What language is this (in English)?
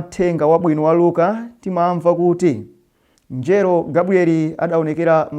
Nyanja